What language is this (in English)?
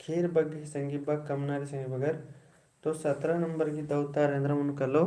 Kurukh